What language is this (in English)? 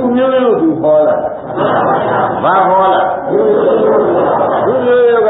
Burmese